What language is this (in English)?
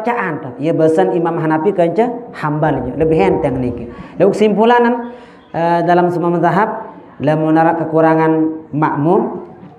Sasak